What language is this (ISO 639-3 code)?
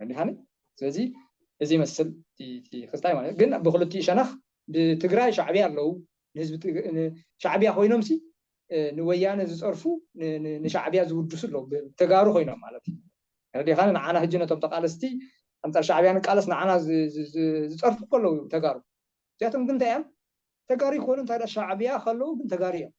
tir